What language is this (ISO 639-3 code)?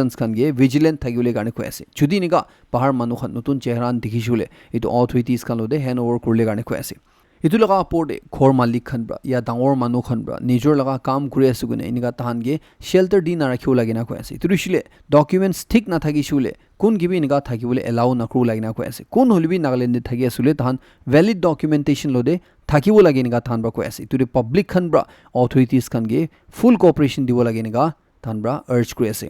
nag